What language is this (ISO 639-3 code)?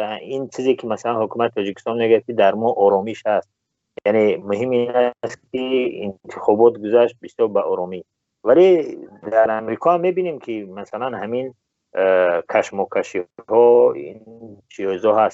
tgk